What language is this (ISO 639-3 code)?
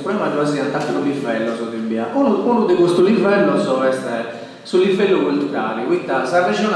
srd